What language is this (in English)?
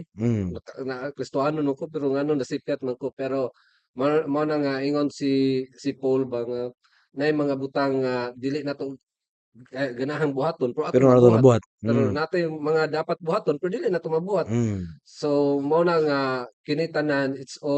Cebuano